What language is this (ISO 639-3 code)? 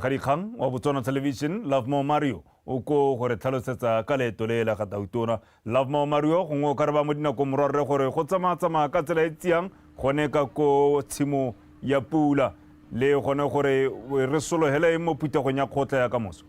tsn